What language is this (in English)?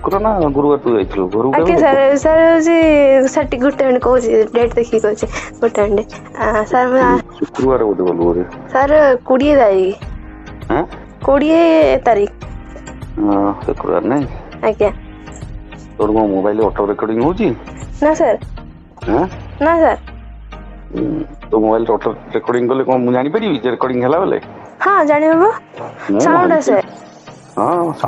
Odia